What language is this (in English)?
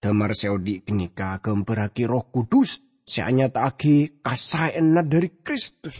Madurese